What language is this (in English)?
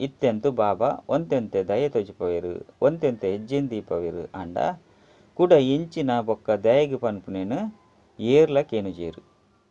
Tulu